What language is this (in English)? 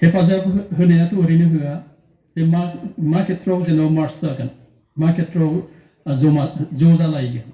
Bodo